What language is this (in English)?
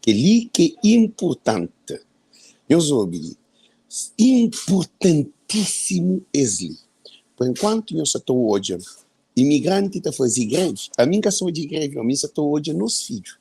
Kabuverdianu